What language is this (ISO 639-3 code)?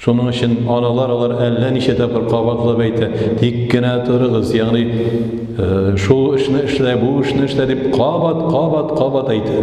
tat